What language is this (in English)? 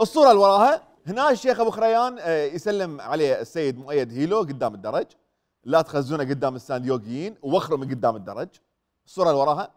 Mesopotamian Arabic